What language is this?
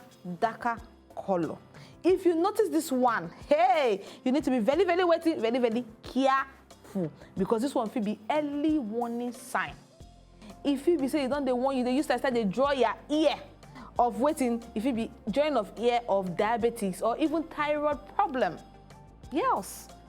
Nigerian Pidgin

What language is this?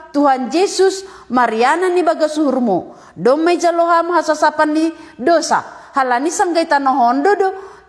Batak Simalungun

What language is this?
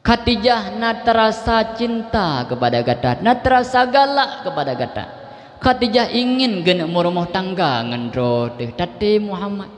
Achinese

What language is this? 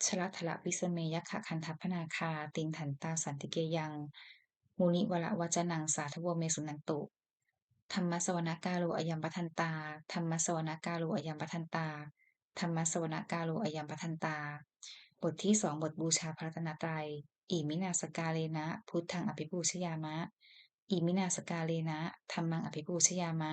Pali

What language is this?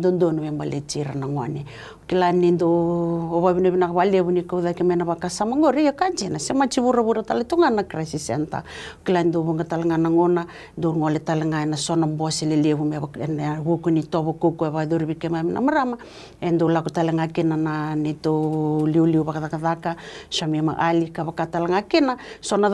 Fijian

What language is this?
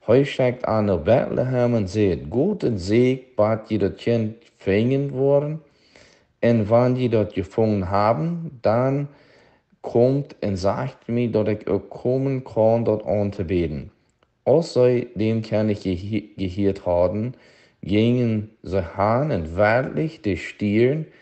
Plautdietsch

